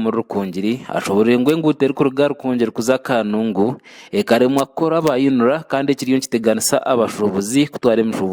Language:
Nyankole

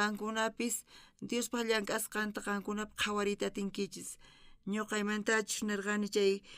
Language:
South Bolivian Quechua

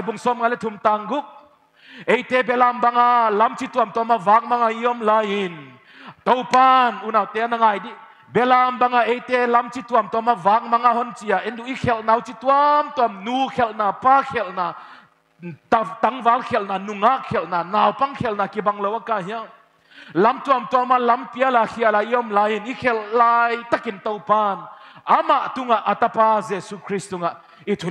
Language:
Paite Chin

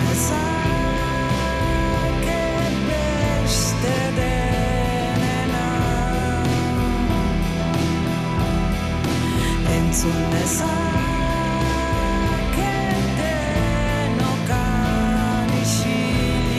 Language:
Basque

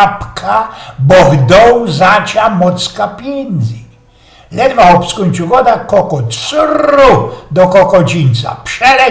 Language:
Silesian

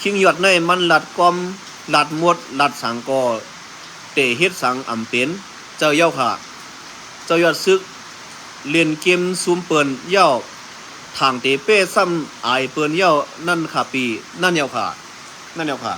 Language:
Shan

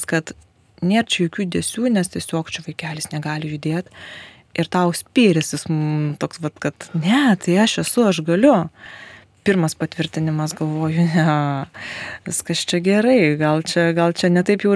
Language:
Lithuanian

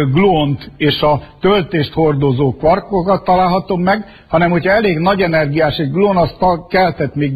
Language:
Hungarian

